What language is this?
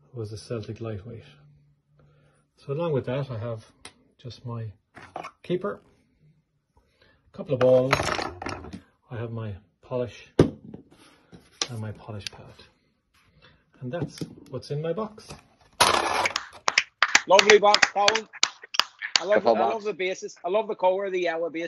English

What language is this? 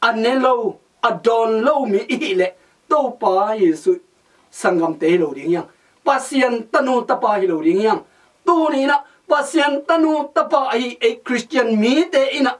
Tedim Chin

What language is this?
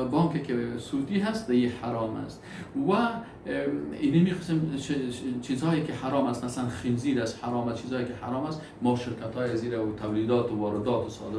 Persian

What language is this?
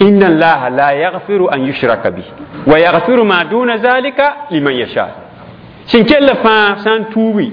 Mossi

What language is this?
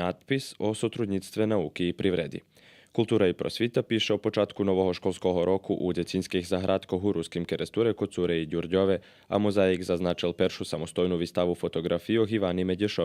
Rusyn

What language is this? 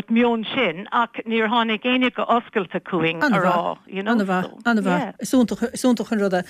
Irish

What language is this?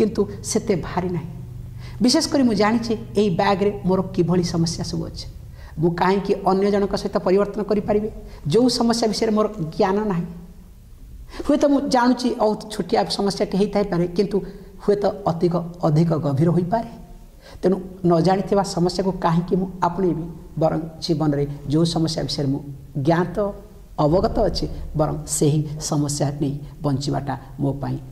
Odia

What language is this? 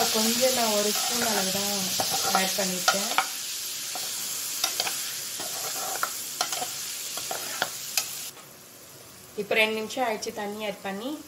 Tamil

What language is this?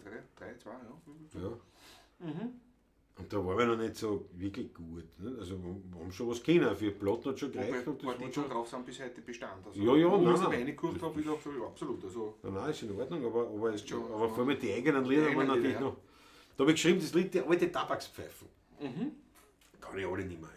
Bavarian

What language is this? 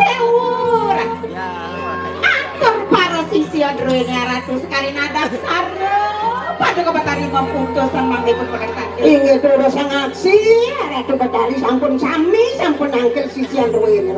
Balinese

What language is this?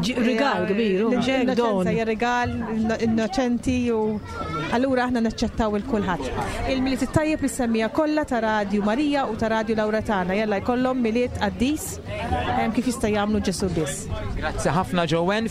Maltese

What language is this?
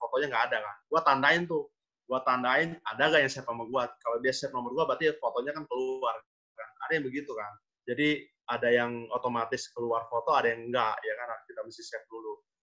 Indonesian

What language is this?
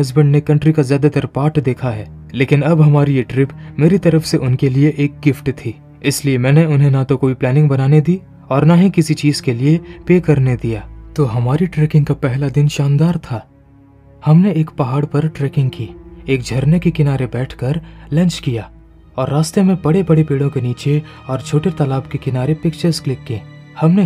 Hindi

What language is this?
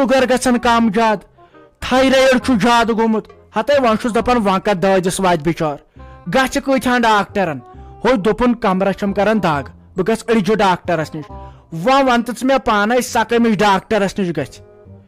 Kashmiri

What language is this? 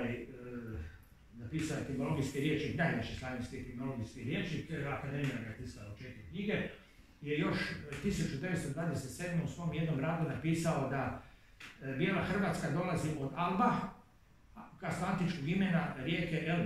Croatian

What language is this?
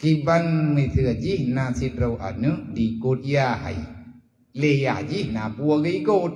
Achinese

